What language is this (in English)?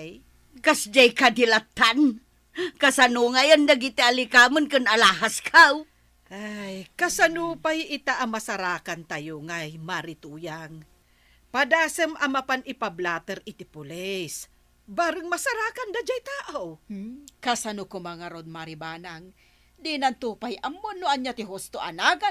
Iloko